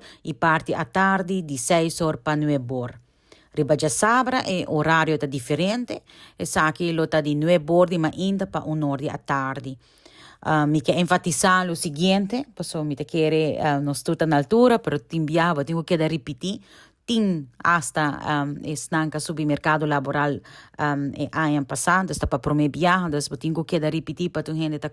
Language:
Papiamento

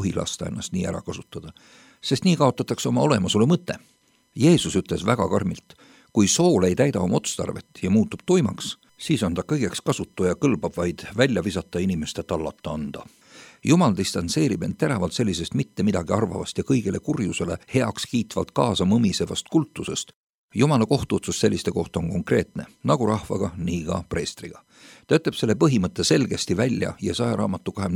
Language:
Estonian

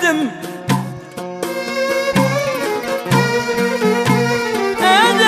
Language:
Arabic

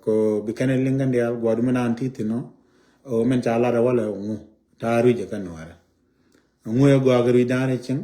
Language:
Nuer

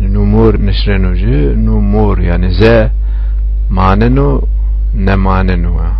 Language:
Zaza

